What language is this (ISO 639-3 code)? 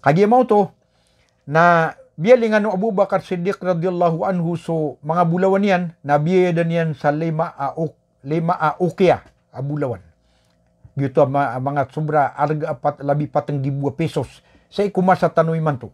mrw